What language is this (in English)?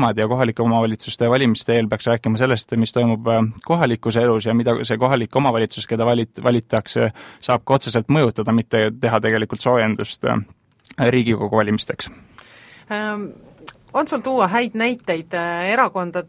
Estonian